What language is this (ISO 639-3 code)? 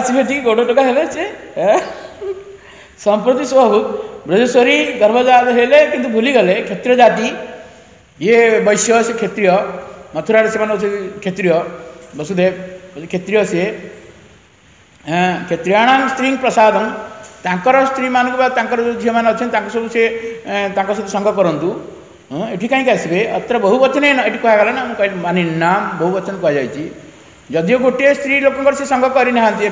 ori